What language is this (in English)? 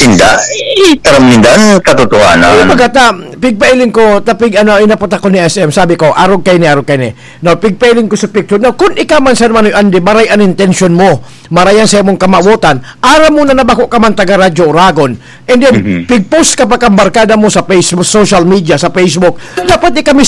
Bikol